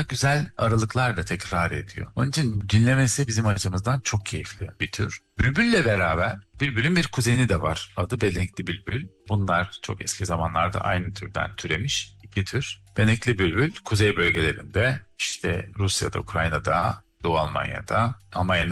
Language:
Turkish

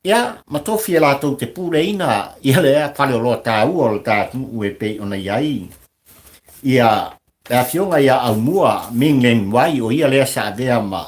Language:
Samoan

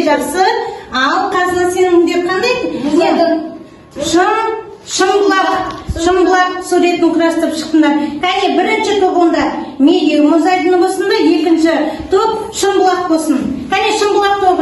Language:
Kazakh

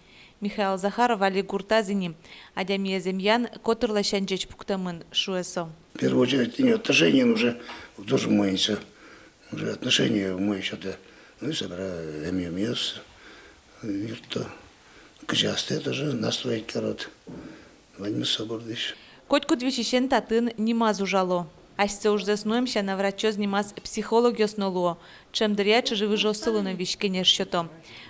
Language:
Udmurt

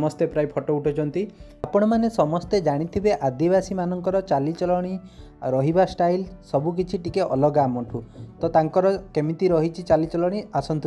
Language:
Odia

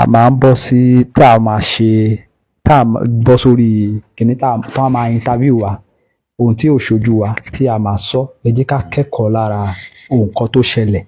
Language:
Yoruba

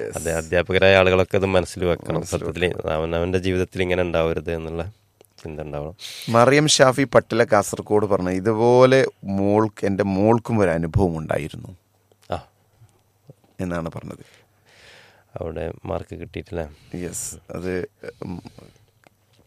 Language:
Malayalam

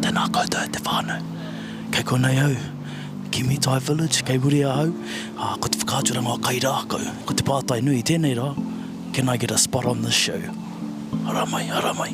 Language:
Māori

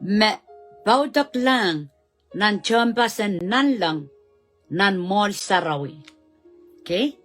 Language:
Pohnpeian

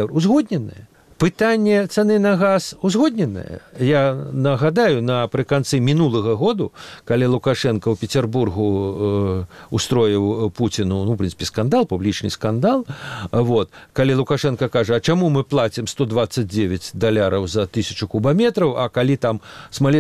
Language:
Belarusian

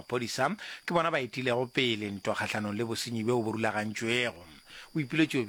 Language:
Northern Sotho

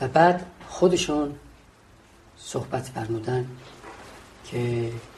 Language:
Persian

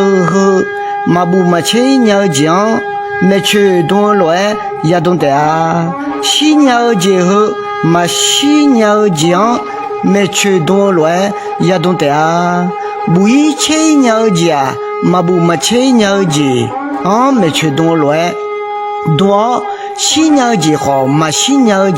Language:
Akha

